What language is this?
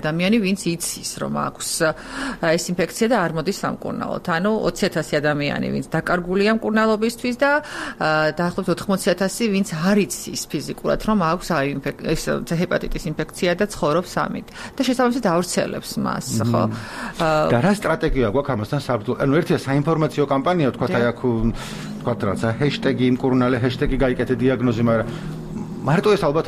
Georgian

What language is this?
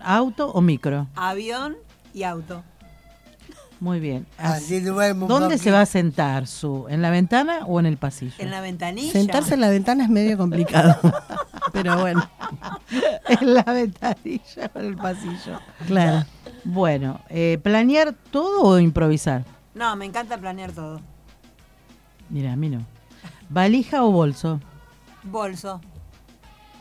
Spanish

